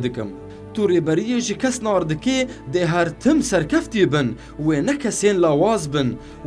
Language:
Kurdish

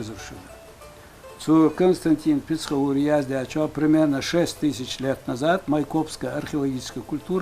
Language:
Ingush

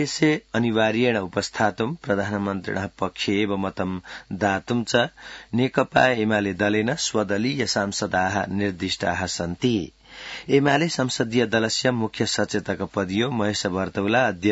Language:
Sanskrit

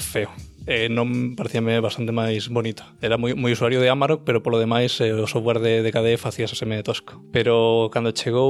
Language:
Galician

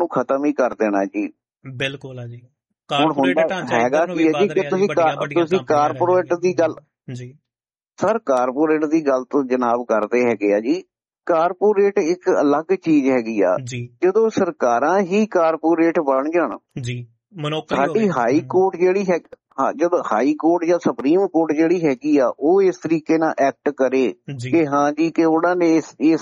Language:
Punjabi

